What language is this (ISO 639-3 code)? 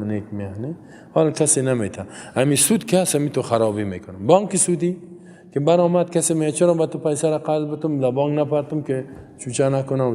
fas